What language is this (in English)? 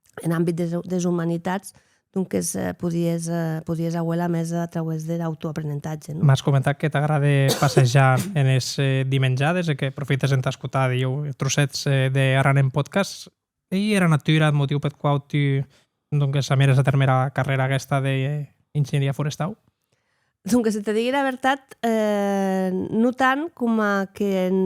Occitan